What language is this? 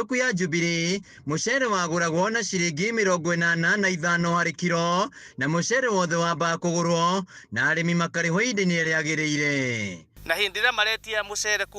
Kikuyu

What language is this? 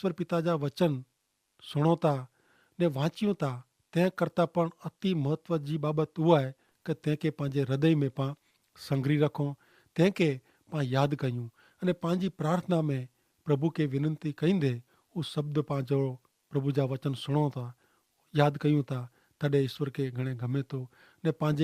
Kachhi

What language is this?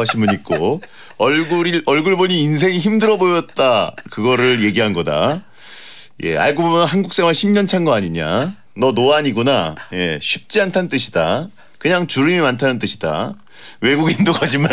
Korean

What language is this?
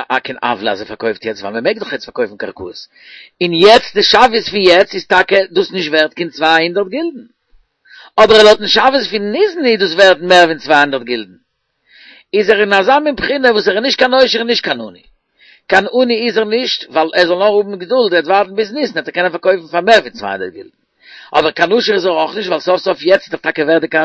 Yiddish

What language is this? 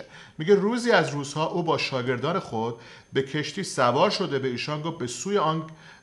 Persian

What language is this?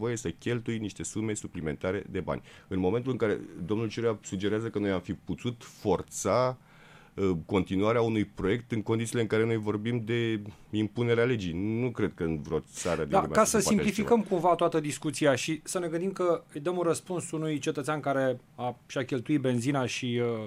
Romanian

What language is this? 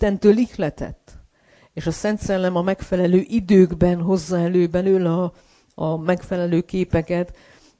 Hungarian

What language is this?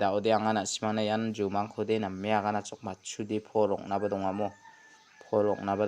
Garo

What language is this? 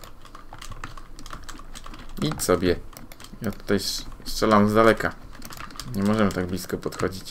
Polish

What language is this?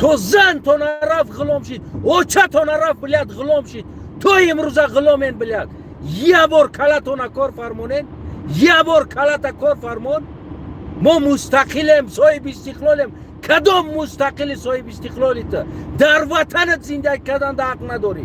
Tajik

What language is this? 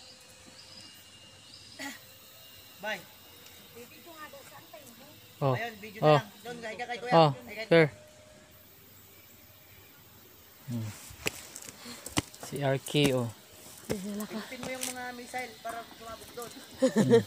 Filipino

